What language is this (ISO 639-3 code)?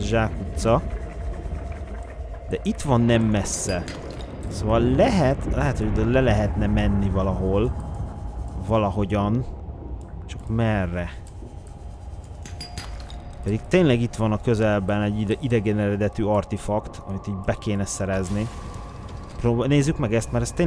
hun